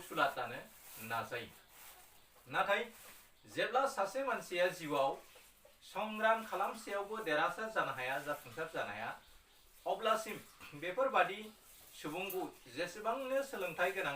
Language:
Bodo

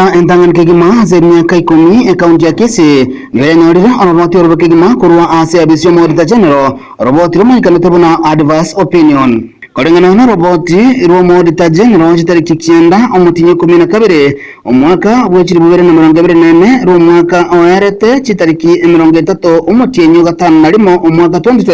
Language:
Gusii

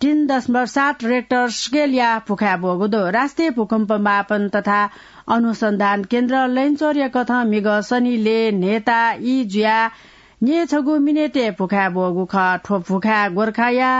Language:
Newari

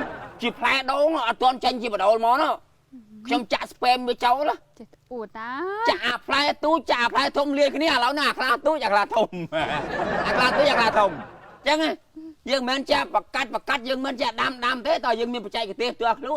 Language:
Khmer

